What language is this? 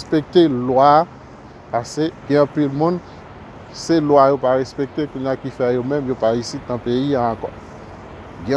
Haitian Creole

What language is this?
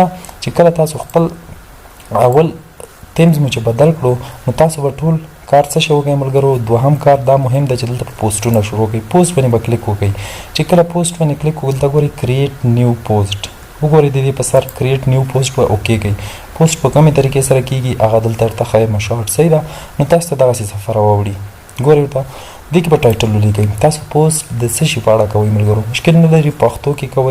Pashto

